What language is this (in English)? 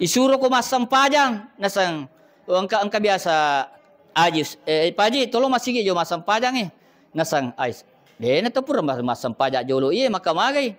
Buginese